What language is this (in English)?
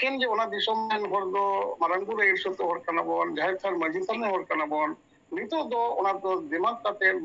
Santali